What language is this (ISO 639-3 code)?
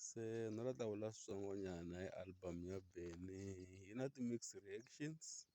tso